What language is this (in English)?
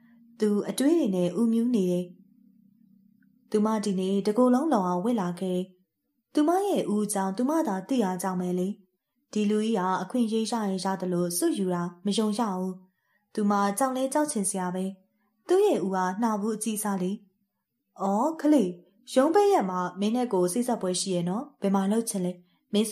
Burmese